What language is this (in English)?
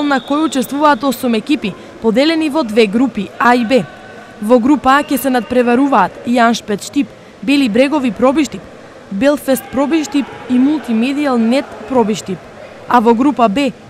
Macedonian